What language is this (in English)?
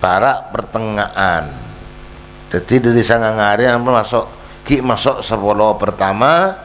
Madurese